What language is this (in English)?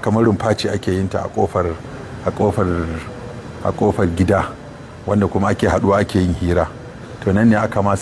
Hausa